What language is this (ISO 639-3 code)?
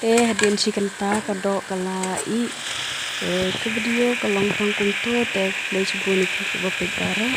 kha